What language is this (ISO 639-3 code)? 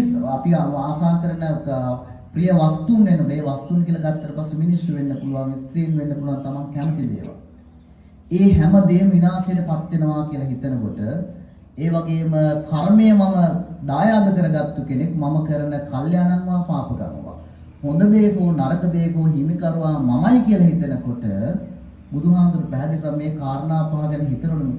sin